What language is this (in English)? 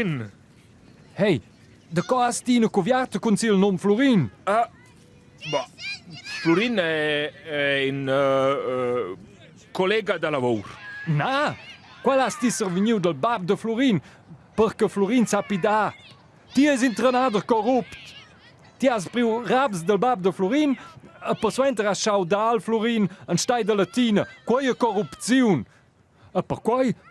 Romansh